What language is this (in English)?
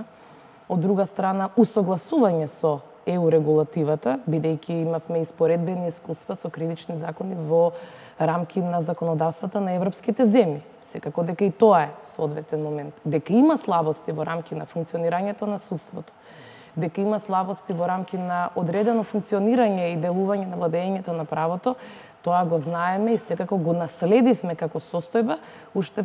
Macedonian